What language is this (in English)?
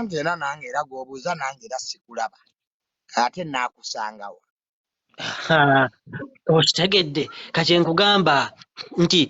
Ganda